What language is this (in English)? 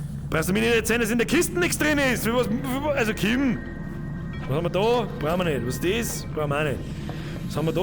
Bavarian